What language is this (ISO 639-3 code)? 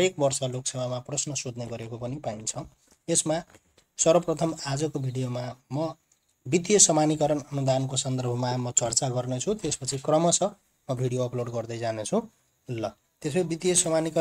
nep